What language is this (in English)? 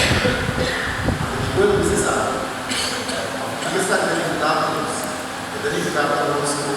Papiamento